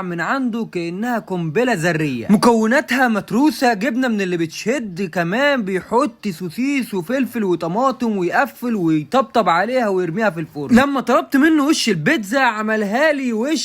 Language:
Egyptian Arabic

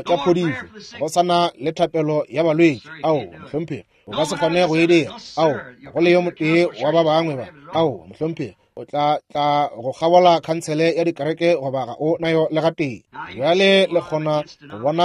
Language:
Northern Sotho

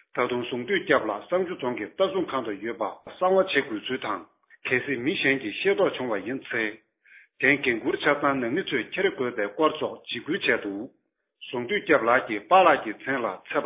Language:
Tibetan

